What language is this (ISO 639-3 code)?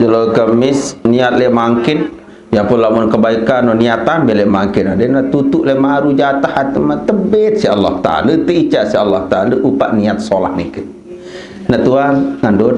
sas